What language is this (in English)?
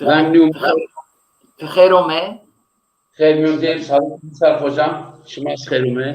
Zaza